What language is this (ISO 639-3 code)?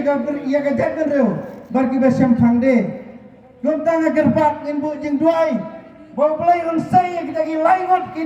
kha